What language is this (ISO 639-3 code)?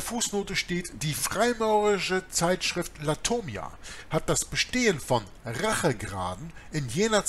deu